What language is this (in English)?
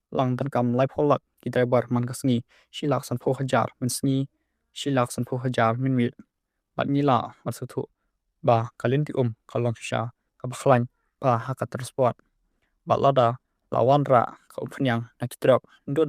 Khasi